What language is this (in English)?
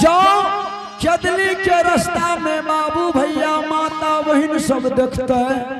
Angika